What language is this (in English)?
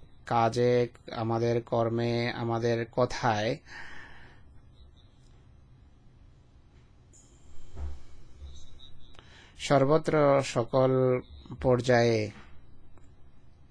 Bangla